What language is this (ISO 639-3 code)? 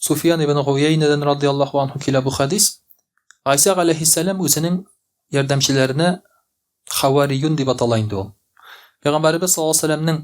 tat